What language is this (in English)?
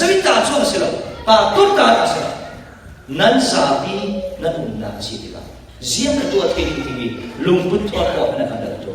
Falam Chin